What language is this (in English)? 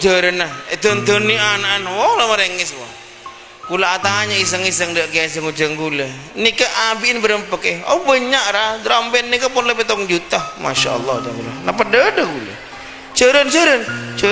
Madurese